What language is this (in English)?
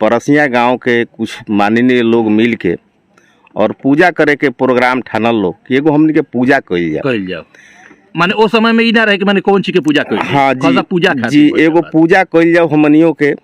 Bhojpuri